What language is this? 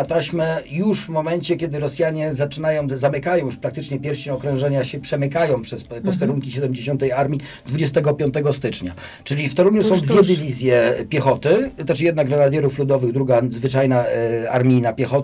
Polish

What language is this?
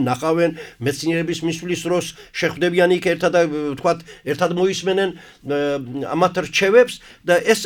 Georgian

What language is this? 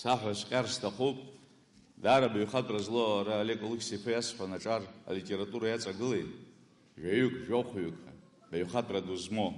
Abkhazian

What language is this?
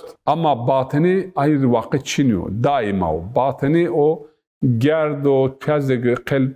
Zaza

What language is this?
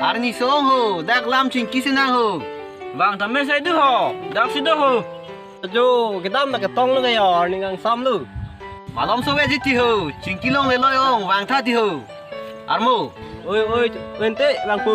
Karbi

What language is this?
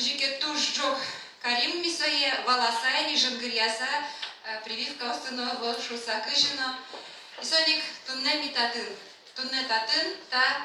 Udmurt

